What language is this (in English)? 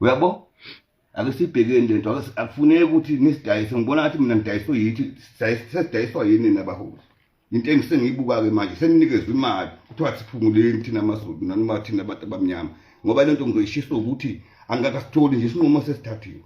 Zulu